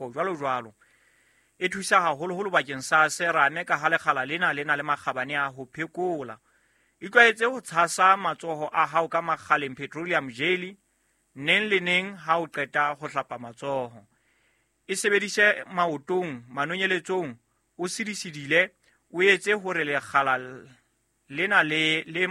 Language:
Southern Sotho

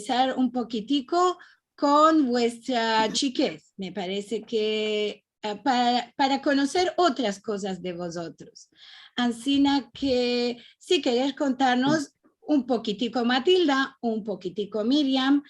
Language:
Ladino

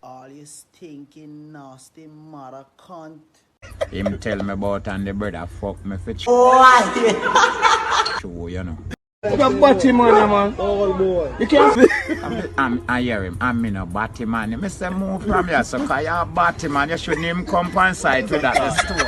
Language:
Jamaican Creole English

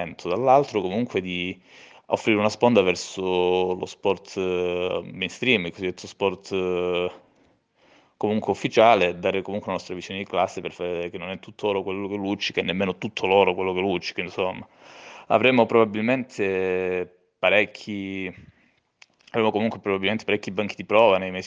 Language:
Italian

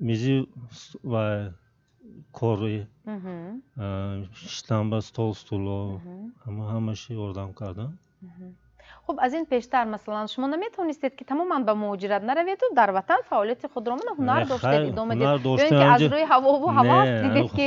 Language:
Tajik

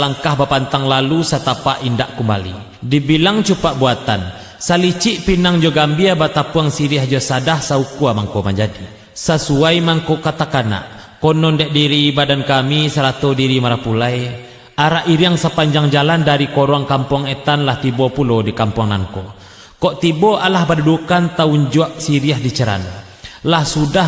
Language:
Minangkabau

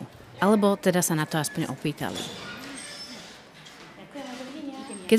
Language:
Slovak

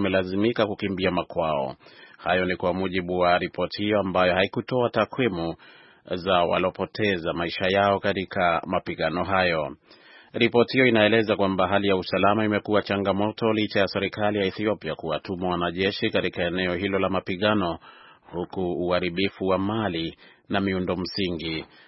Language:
Swahili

